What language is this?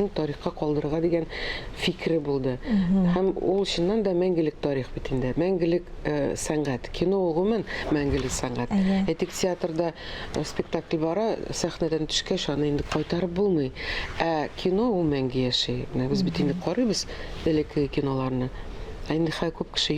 Tatar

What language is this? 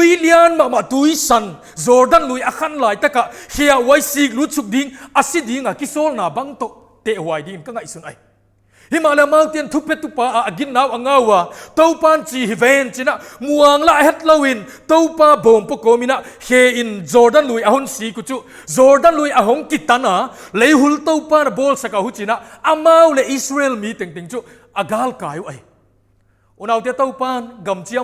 Paite Chin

